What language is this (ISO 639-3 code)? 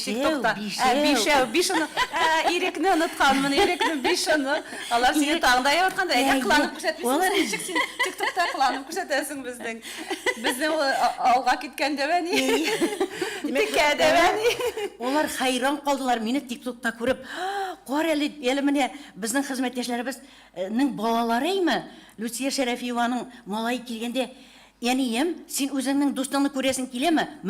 tat